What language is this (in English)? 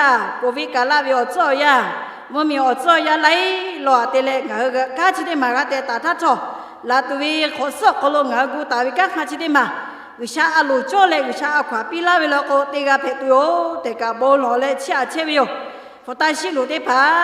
Lahu